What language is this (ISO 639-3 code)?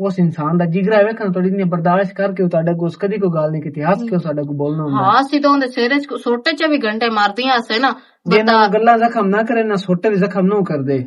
lah